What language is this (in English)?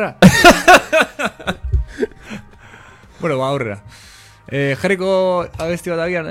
Basque